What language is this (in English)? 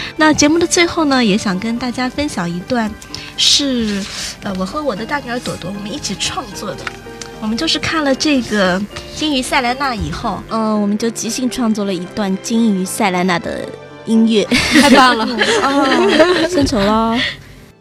Chinese